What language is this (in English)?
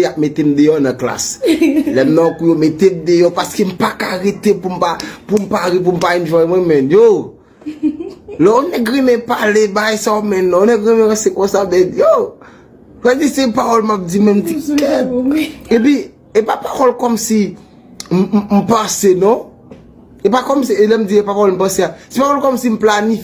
Haitian Creole